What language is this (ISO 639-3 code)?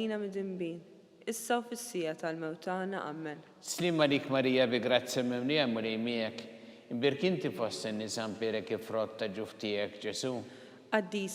mlt